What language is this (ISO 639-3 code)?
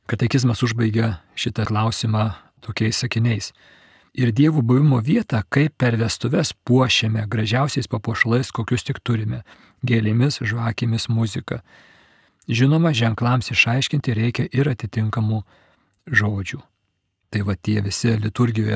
lit